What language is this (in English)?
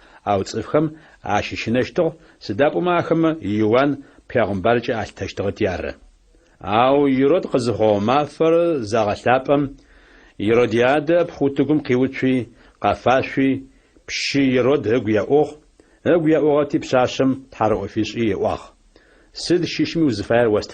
Adyghe